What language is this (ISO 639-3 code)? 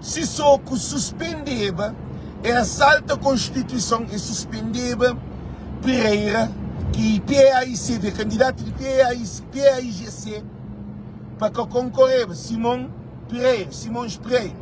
kea